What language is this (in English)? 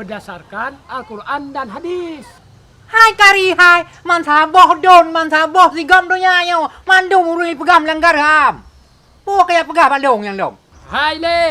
Achinese